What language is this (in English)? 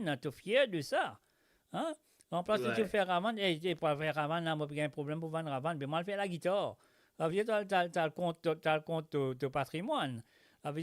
Morisyen